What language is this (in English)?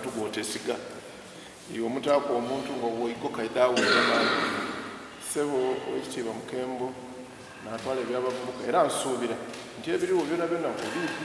Soga